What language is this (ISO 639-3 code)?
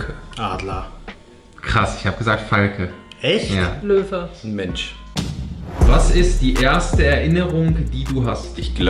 gsw